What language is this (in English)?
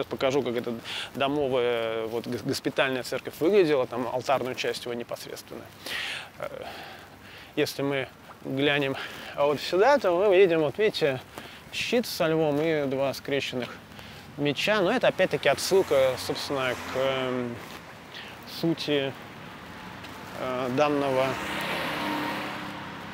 Russian